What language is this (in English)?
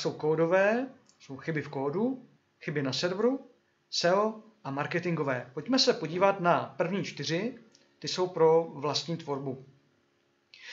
Czech